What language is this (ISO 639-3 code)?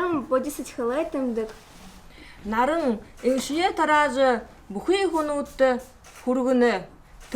bua